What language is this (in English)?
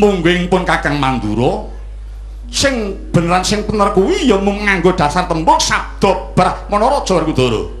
Javanese